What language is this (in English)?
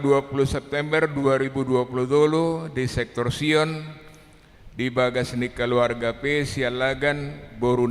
Batak Toba